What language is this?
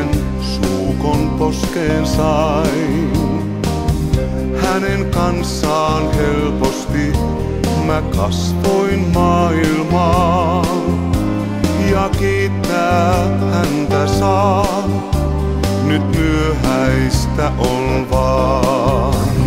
Finnish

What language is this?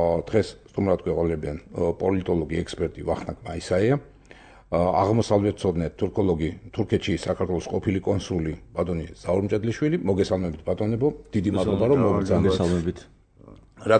Georgian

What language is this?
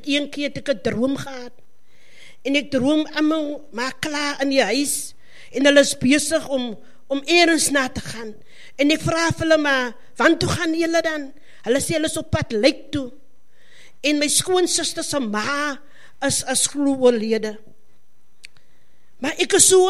Afrikaans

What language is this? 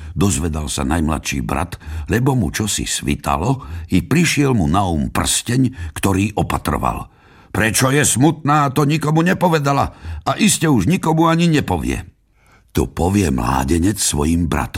Slovak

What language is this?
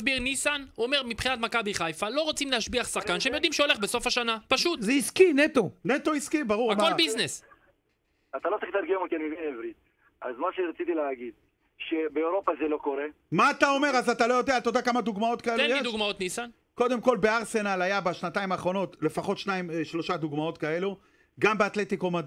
Hebrew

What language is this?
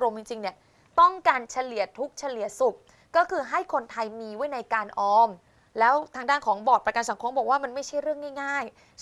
Thai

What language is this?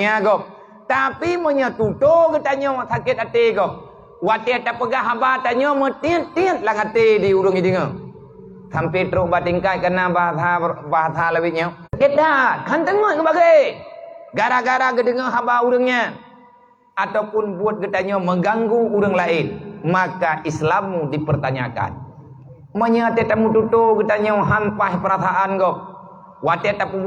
Achinese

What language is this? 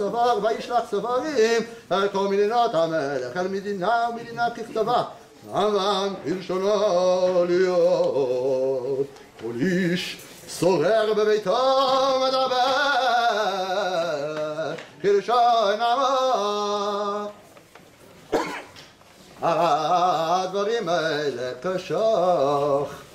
Hebrew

